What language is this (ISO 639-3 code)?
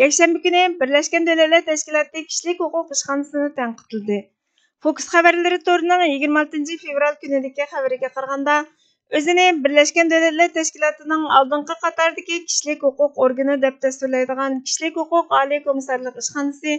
uig